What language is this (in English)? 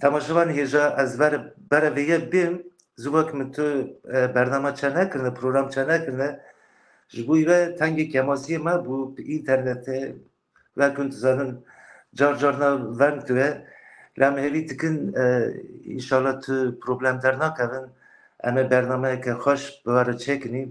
Kurdish